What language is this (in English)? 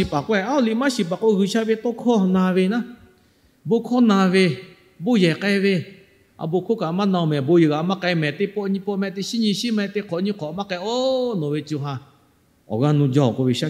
Lahu